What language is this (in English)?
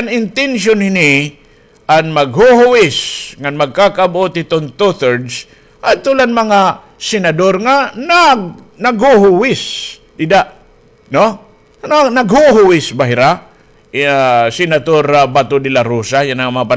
Waray